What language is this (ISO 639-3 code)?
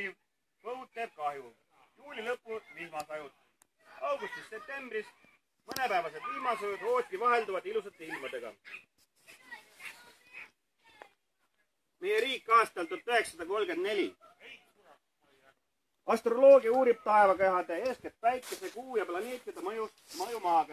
est